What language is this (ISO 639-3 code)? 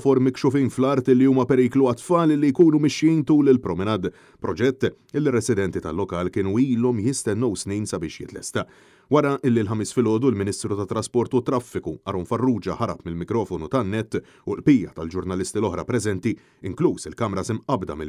mlt